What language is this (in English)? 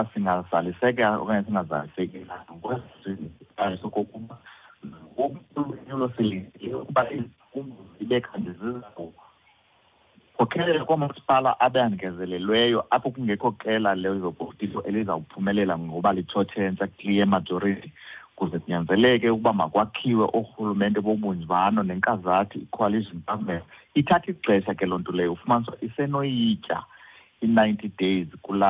Xhosa